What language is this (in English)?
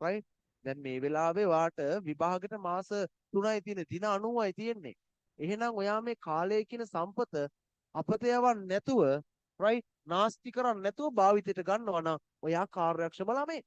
Sinhala